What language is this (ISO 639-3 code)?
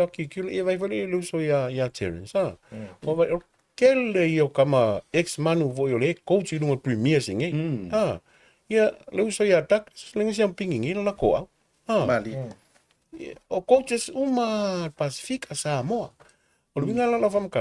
smo